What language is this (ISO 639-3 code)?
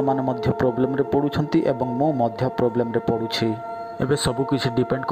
ori